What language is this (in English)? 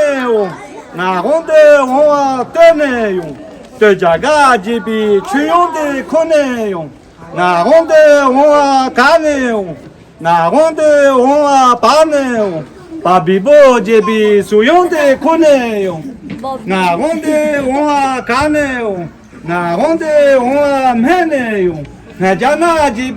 Tibetan